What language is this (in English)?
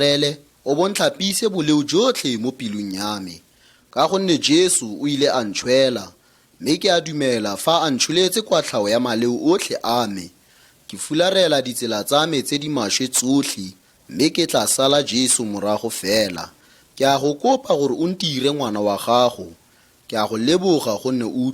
Tswana